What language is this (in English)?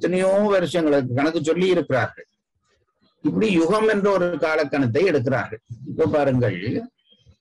Tamil